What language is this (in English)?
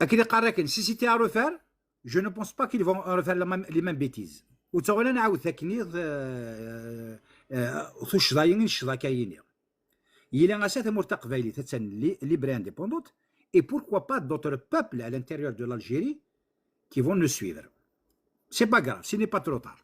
Kabyle